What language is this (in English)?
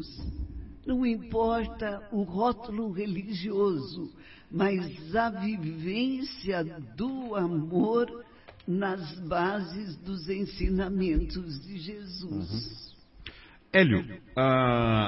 Portuguese